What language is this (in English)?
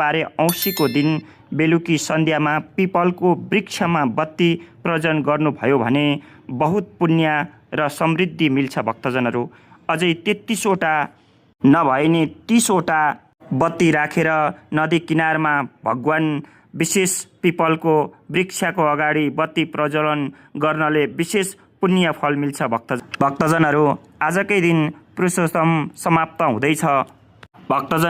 Nepali